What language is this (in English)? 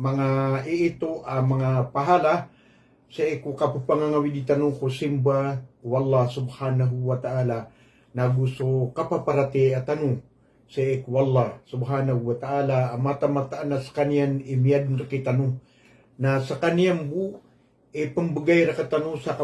Maranao